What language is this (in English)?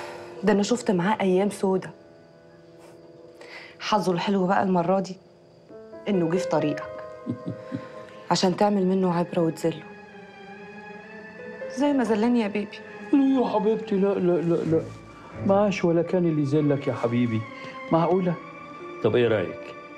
Egyptian Arabic